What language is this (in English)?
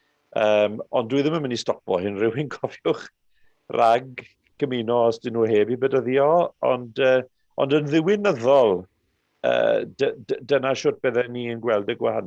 Welsh